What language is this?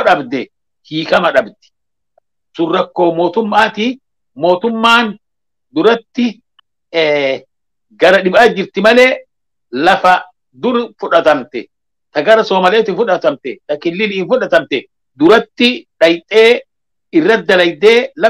Oromo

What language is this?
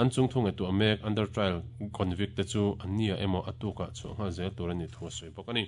Mizo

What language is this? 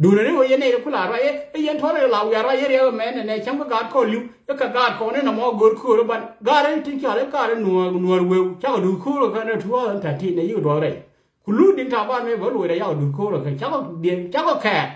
Nuer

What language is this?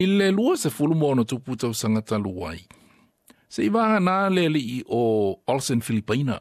Samoan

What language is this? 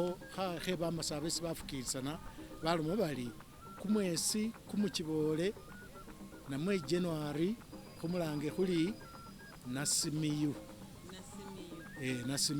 Masaaba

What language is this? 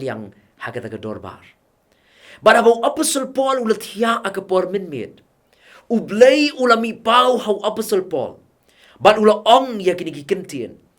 Khasi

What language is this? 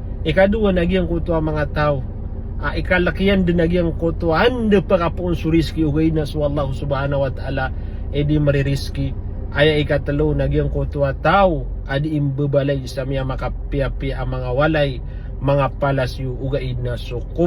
Maranao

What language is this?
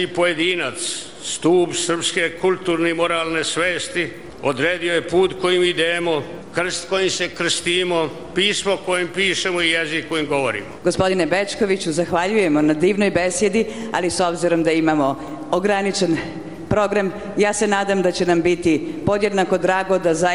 Serbian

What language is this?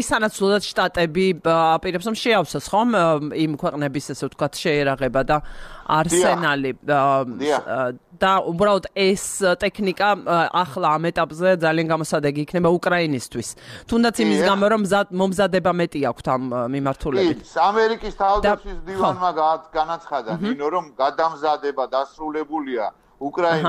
Georgian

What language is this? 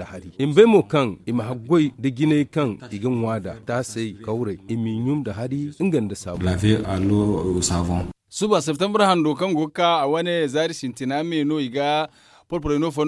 Zarma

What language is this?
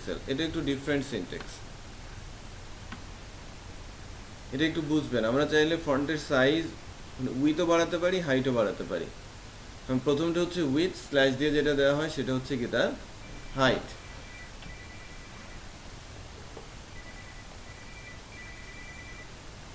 Bangla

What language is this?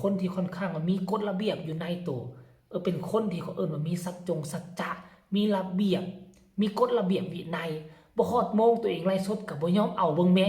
Northeastern Thai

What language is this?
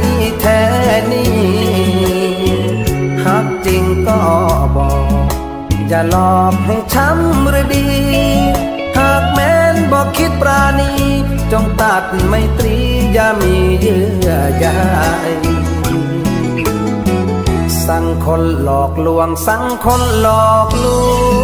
Thai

